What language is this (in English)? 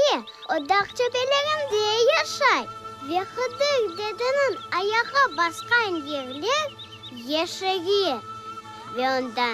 Crimean Tatar